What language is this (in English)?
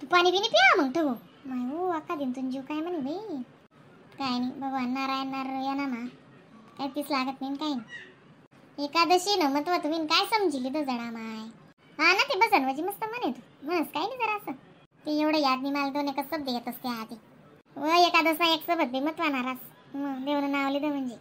Khandesi